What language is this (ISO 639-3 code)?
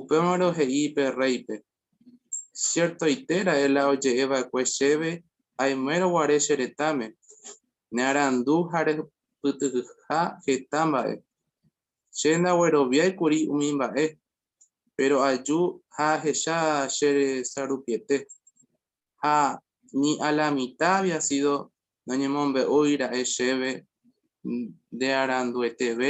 grn